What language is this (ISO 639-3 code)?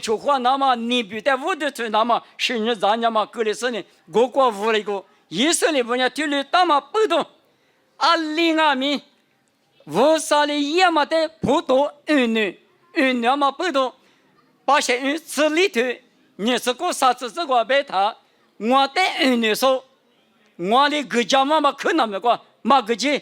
lis